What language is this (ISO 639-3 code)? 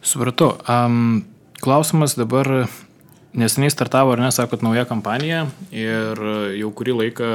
lit